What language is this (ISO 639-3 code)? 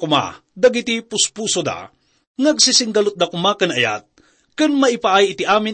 ilo